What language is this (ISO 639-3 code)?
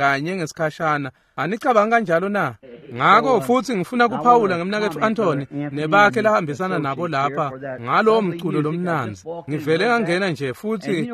ssw